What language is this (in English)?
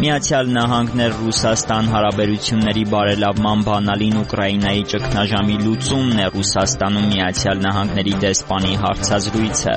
Armenian